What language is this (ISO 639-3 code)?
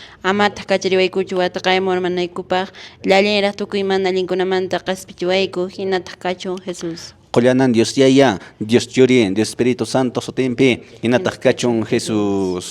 que